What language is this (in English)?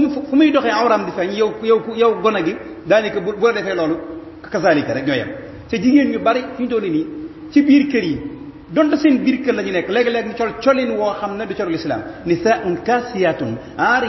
Wolof